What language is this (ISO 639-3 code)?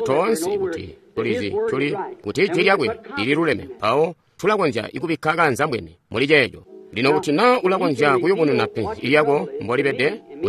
toi